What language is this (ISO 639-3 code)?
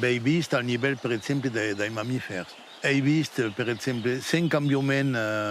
oci